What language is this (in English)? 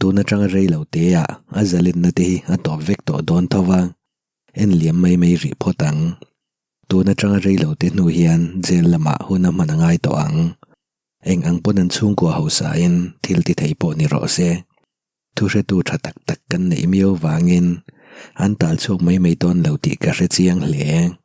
Mizo